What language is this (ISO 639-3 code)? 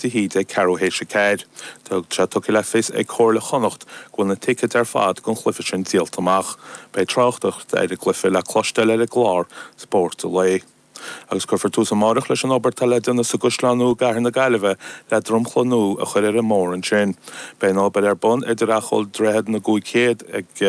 gle